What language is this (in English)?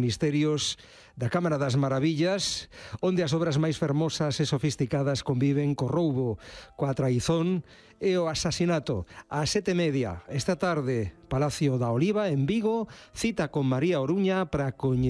Galician